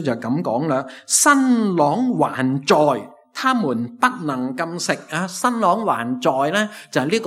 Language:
Cantonese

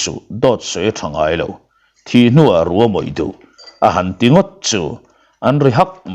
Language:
Mizo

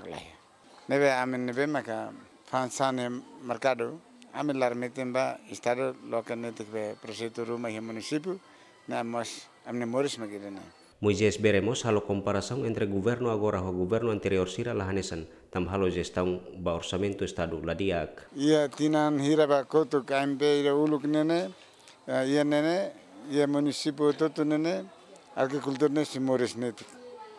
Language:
Tetum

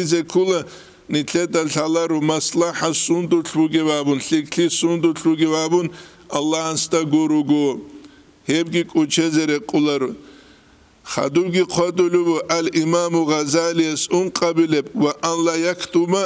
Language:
Avaric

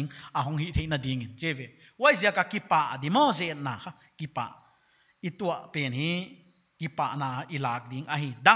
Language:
Paite Chin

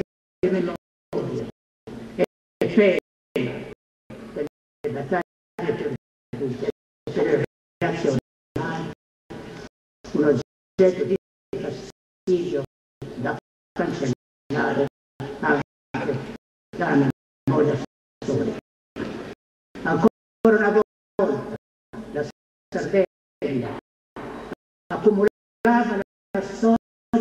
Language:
Italian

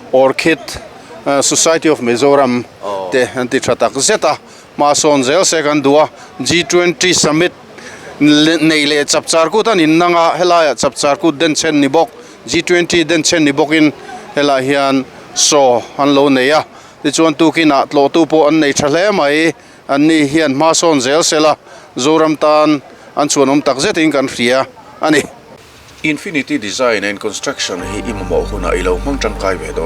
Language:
Mizo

